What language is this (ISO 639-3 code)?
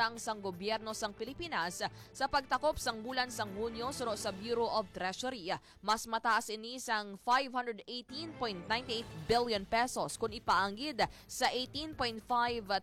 hil